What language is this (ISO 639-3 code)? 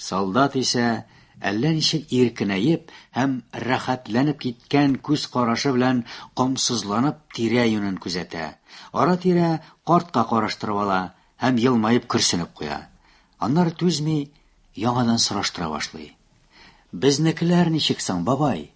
tat